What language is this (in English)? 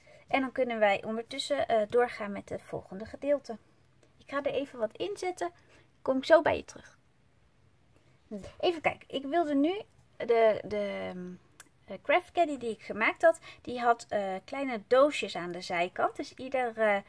Dutch